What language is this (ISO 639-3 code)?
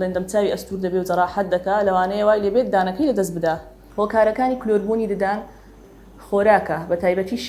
ckb